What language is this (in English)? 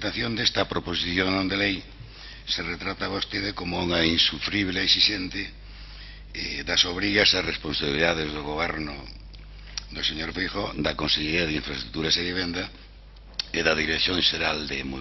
Galician